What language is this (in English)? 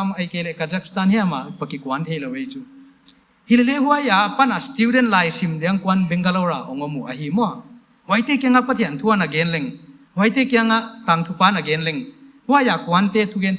Paite Chin